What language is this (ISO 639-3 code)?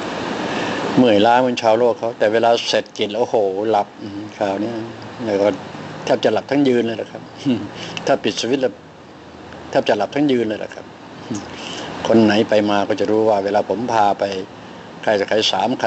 tha